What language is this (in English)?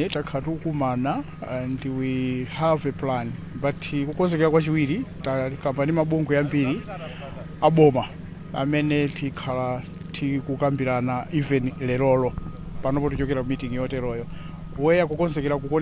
Nyanja